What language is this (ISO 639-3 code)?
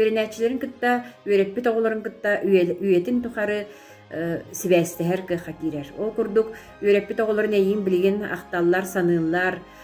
sah